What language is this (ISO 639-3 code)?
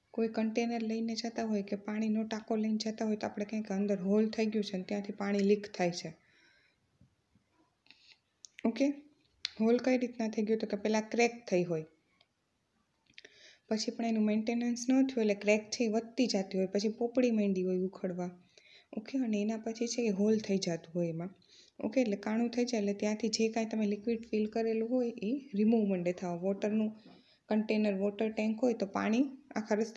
guj